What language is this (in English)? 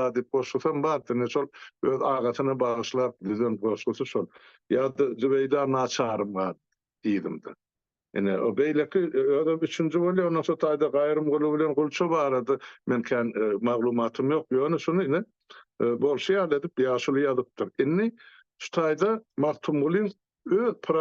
Turkmen